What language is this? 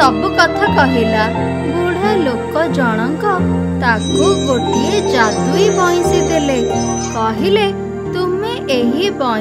Odia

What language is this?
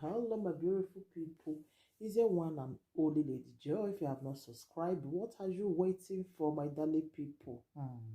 Nigerian Pidgin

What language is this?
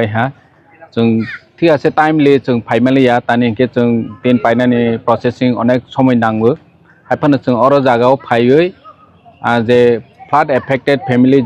Riang (India)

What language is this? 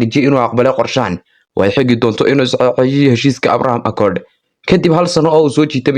Somali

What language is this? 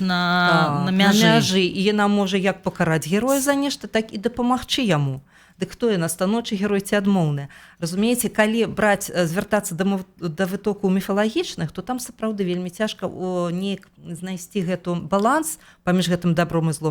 Belarusian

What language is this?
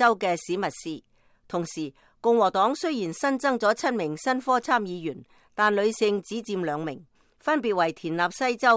Cantonese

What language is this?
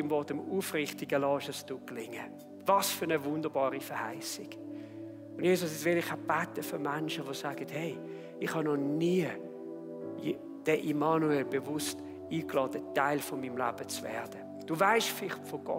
Swiss German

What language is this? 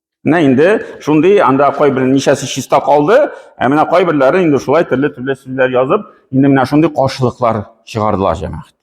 Tatar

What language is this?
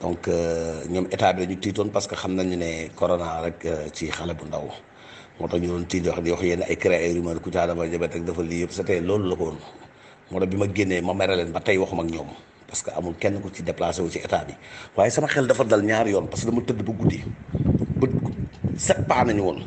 Wolof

